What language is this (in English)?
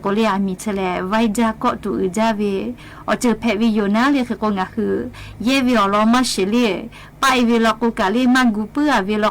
Lahu